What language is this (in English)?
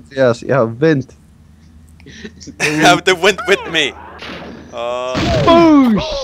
Faroese